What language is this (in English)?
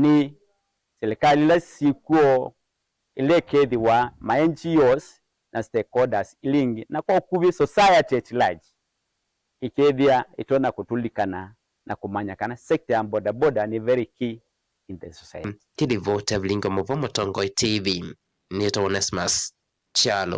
Kamba